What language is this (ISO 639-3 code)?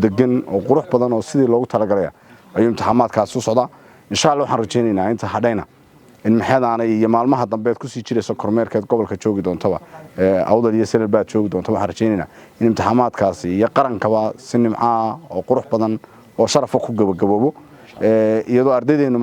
som